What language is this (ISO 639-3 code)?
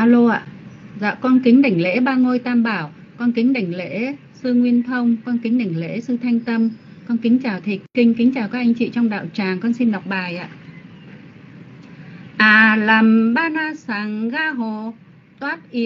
vie